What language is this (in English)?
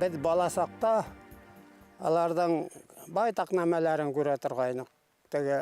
Bashkir